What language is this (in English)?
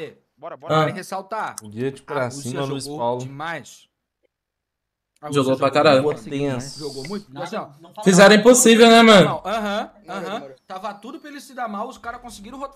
Portuguese